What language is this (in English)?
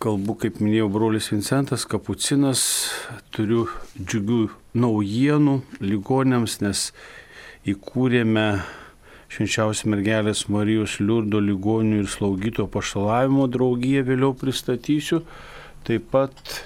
Lithuanian